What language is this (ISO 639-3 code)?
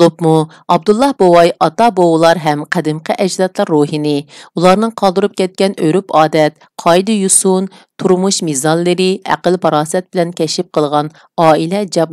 uig